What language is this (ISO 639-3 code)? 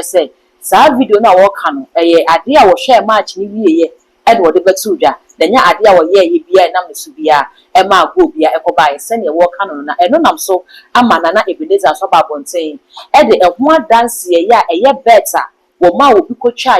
aka